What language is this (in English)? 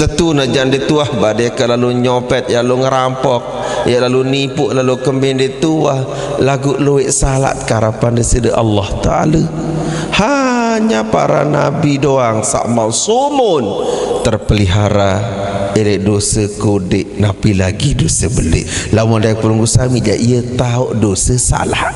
Sasak